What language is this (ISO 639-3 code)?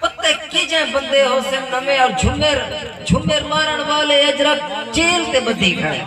skr